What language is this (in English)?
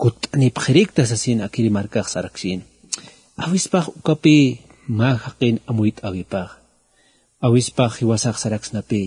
Aymara